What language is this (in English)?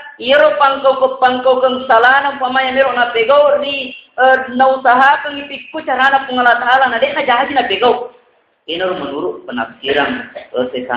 Buginese